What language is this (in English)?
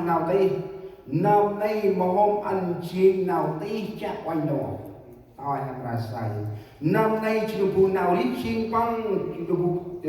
Central Mnong